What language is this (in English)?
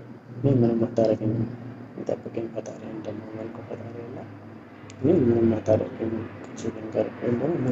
Amharic